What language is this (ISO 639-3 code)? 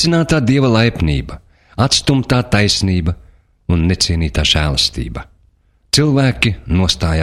lav